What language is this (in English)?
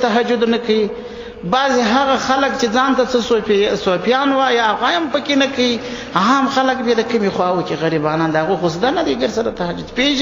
Pashto